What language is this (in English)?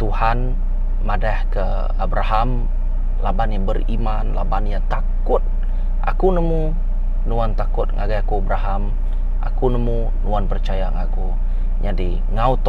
Iban